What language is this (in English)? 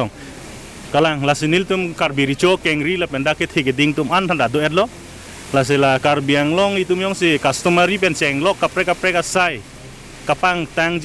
Karbi